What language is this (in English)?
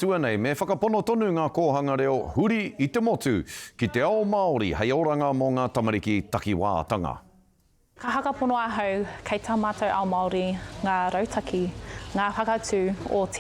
Māori